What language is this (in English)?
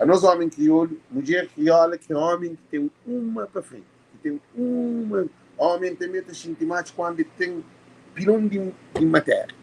Kabuverdianu